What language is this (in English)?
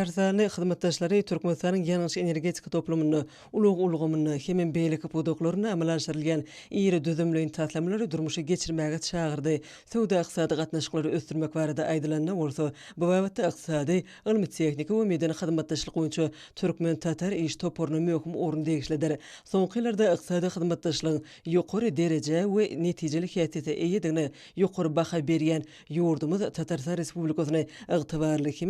Turkmen